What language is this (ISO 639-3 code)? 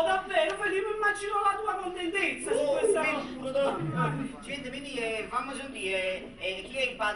nap